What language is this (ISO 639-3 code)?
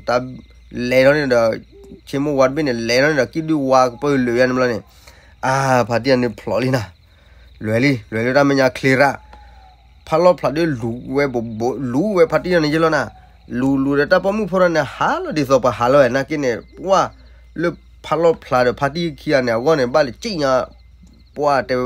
ksw